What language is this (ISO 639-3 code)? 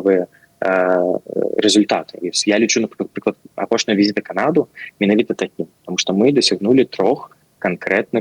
bel